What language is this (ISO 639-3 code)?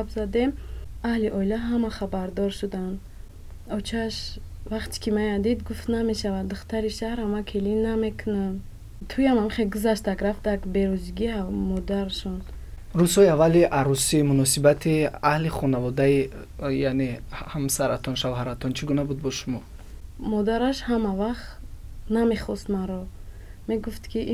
tgk